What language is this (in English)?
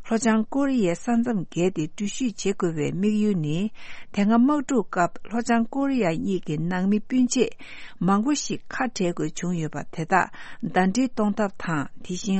Tibetan